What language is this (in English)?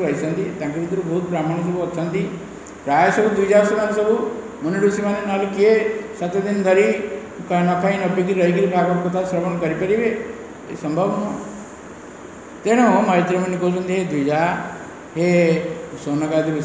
Odia